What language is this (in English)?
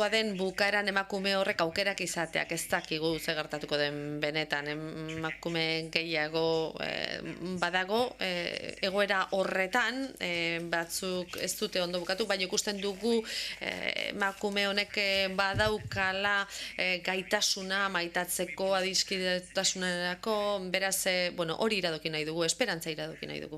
Basque